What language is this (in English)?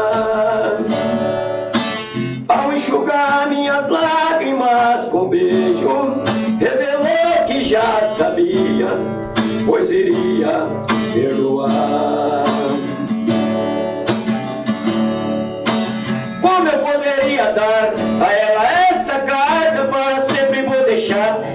Portuguese